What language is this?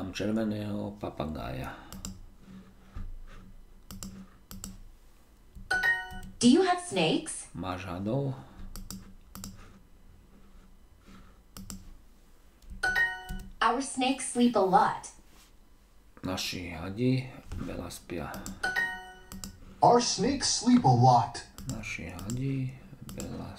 Slovak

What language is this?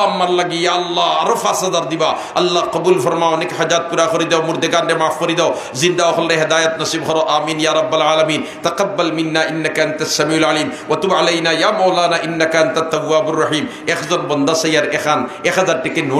Sylheti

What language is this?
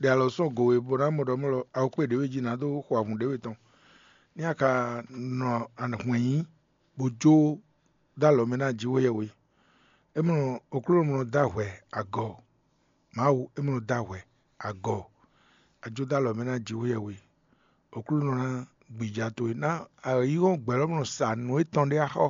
Fon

